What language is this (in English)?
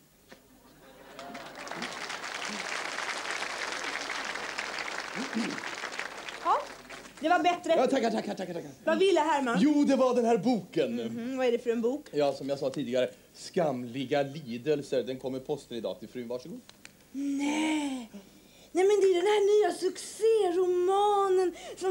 Swedish